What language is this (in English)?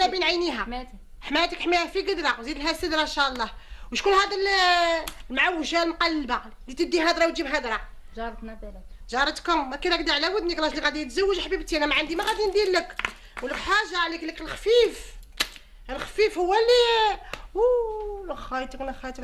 Algerian Arabic